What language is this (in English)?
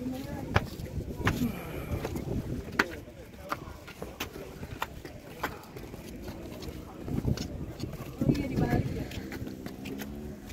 Indonesian